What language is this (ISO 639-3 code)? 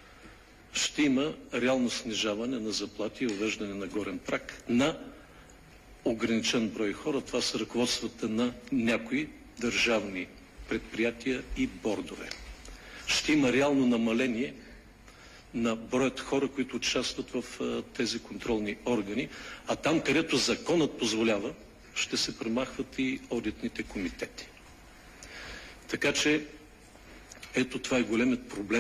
bul